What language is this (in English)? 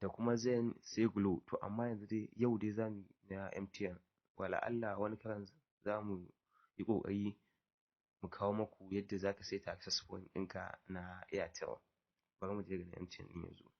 Hausa